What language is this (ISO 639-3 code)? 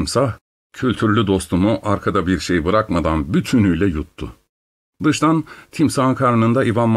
tur